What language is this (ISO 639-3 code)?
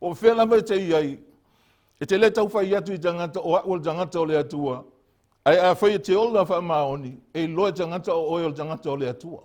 smo